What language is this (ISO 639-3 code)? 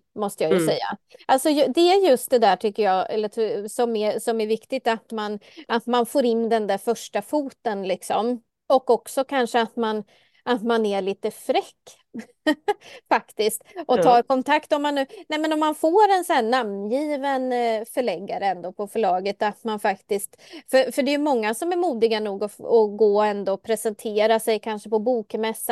swe